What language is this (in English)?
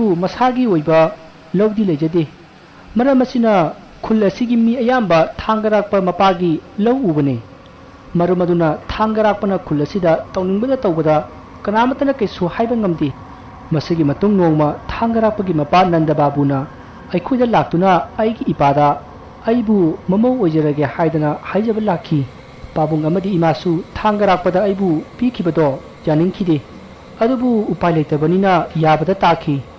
Manipuri